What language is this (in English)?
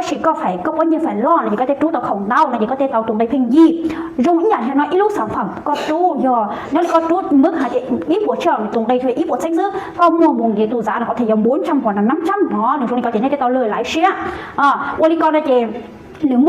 Hmong